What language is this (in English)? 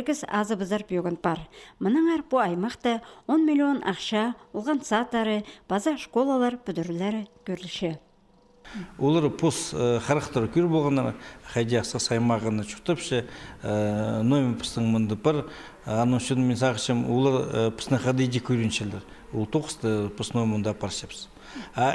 Khakas